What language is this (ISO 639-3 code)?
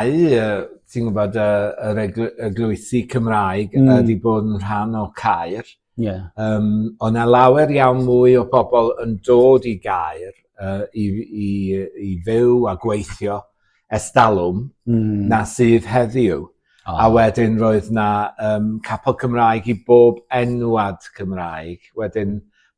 cym